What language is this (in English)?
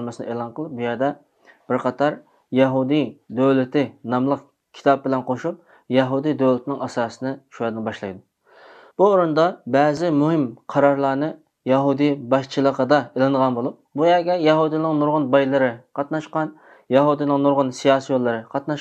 Uyghur